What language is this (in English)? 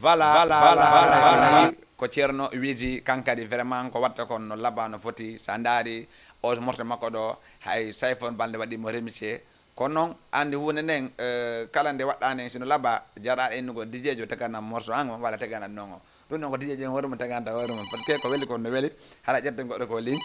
Fula